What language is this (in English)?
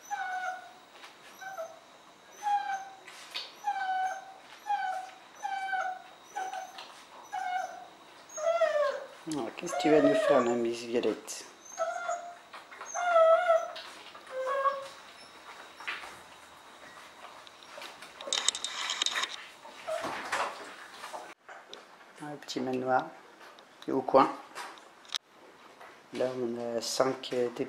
French